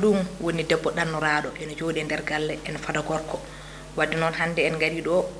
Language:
Fula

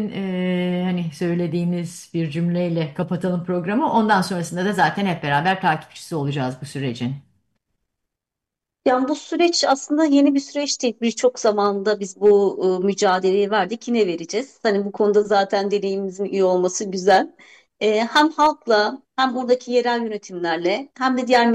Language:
Turkish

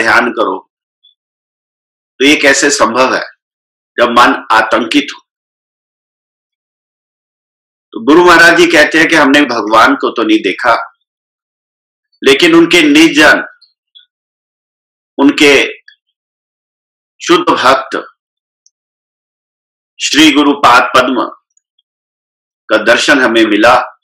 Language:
Hindi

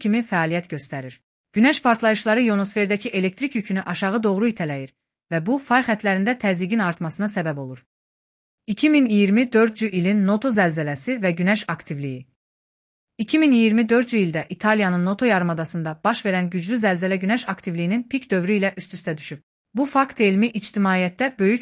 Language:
Azerbaijani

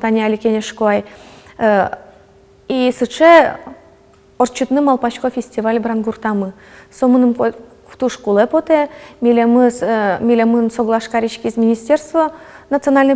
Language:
Udmurt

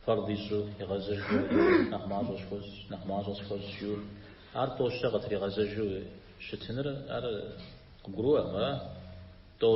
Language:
Kabardian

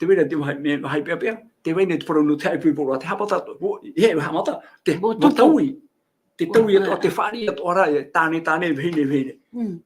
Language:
Tahitian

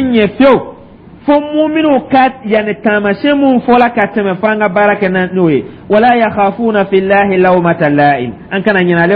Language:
Dyula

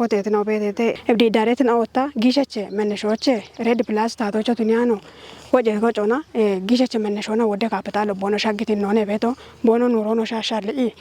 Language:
Kafa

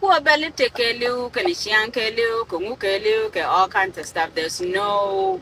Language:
Nuer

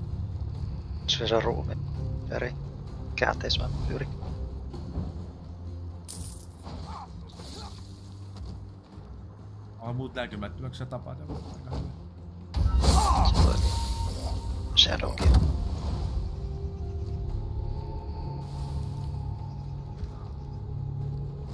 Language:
Finnish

